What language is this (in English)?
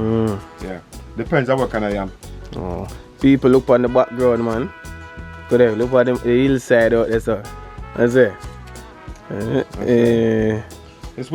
Jamaican Creole English